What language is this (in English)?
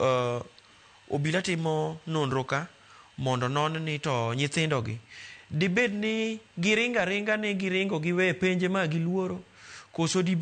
Luo (Kenya and Tanzania)